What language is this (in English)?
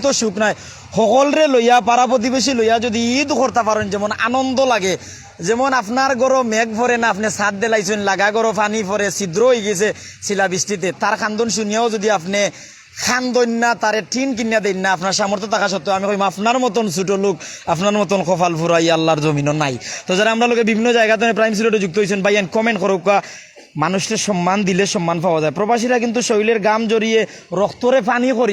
Sylheti